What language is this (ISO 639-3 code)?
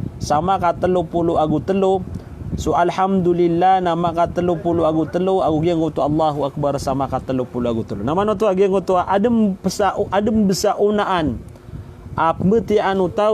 mrw